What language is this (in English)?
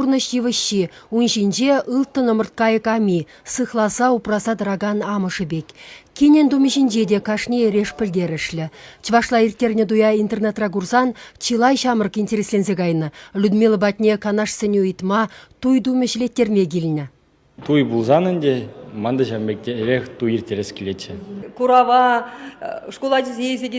Chuvash